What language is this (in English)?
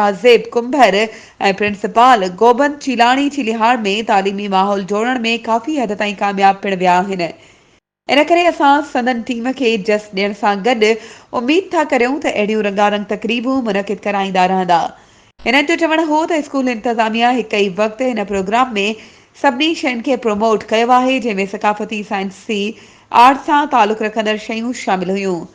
Sindhi